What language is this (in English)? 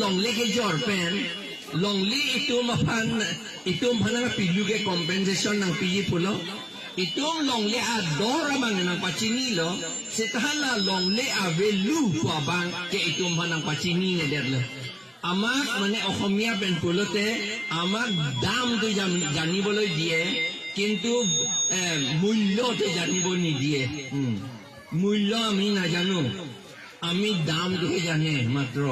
Karbi